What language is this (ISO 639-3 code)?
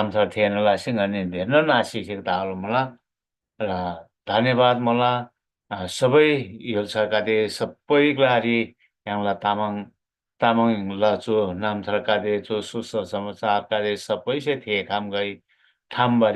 taj